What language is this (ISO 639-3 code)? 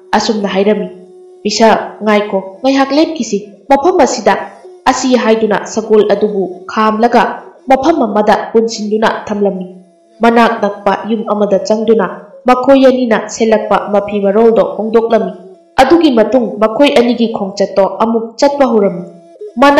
mni